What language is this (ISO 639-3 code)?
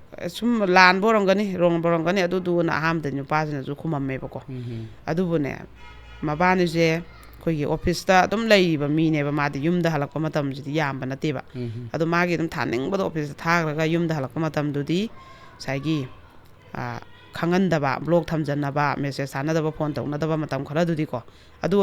mni